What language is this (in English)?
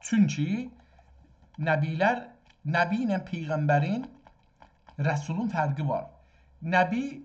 South Azerbaijani